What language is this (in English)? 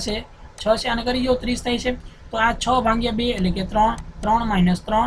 Gujarati